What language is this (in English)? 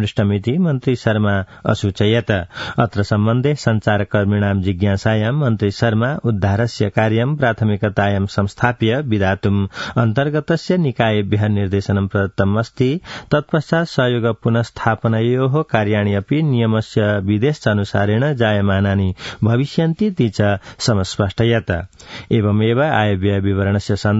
Sanskrit